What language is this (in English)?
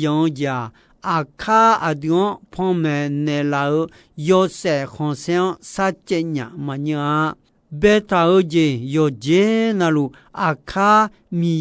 Akha